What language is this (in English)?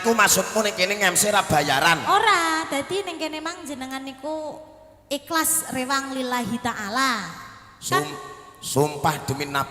Javanese